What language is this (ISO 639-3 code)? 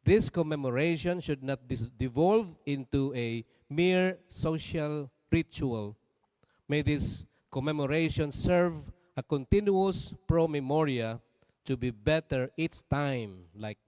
bik